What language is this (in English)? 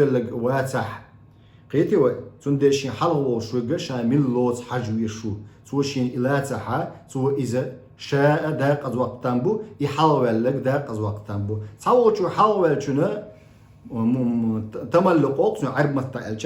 Chechen